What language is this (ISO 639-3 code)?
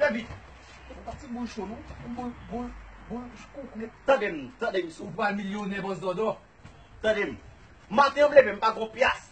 hat